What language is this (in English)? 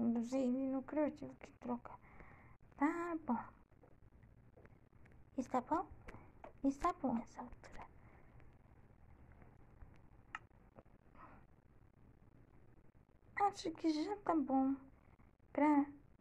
Portuguese